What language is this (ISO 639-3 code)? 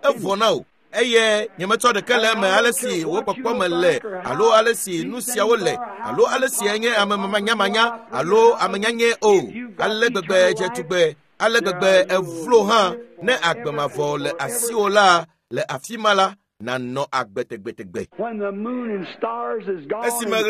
ewe